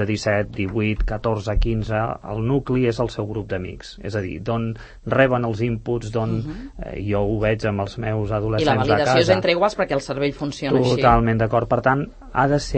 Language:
Catalan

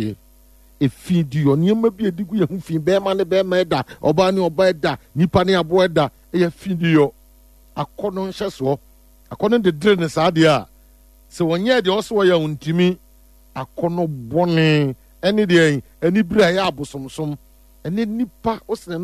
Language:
Akan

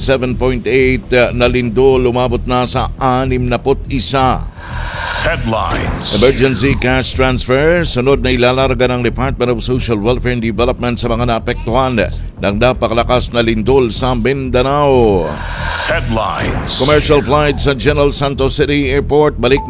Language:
Filipino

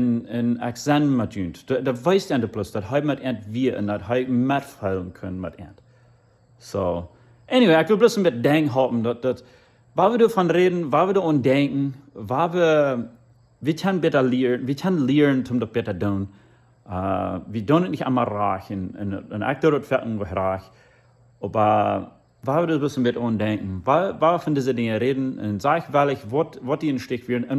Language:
Plautdietsch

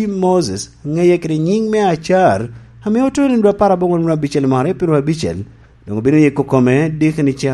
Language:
Lango (Uganda)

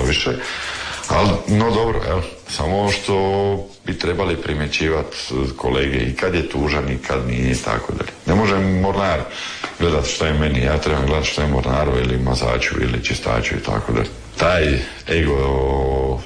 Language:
Croatian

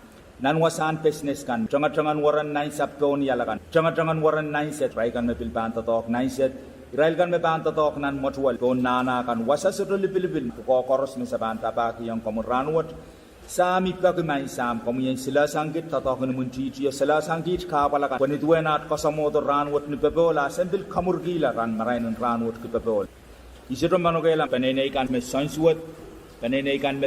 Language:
Pohnpeian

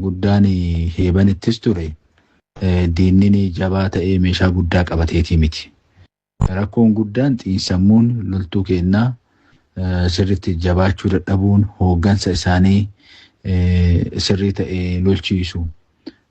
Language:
Oromo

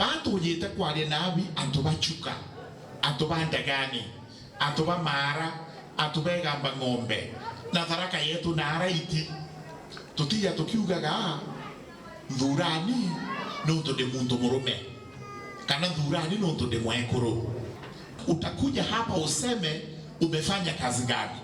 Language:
Meru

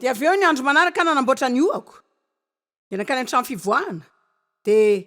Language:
Malagasy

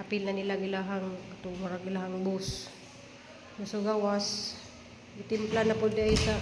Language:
Cebuano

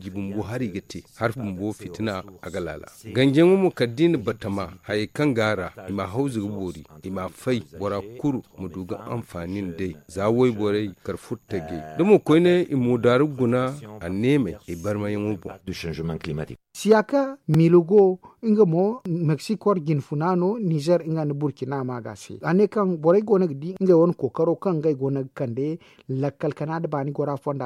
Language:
Zarma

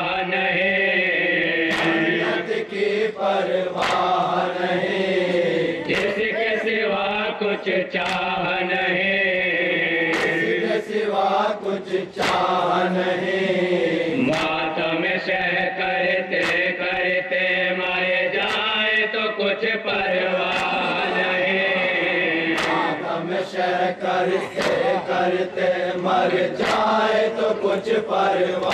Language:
Urdu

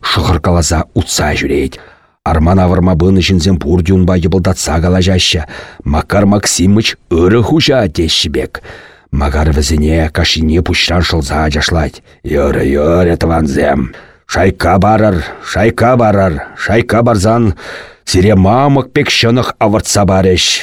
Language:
Chuvash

